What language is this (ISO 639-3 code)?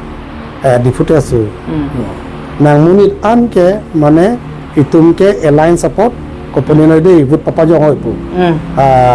mjw